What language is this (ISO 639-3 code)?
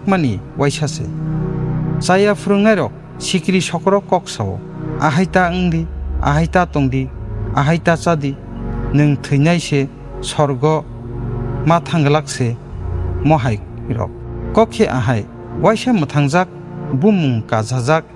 trp